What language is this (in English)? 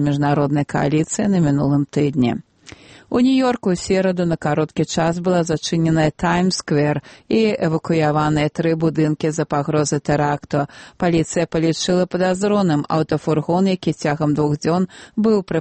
Belarusian